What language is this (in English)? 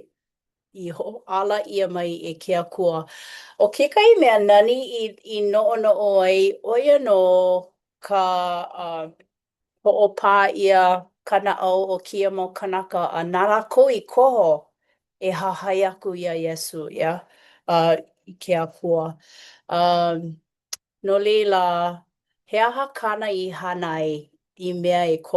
Hawaiian